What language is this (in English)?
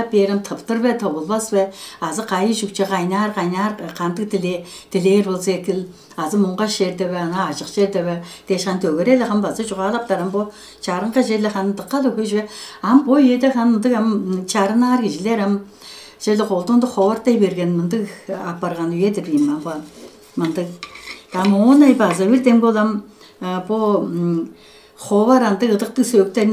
Tuvinian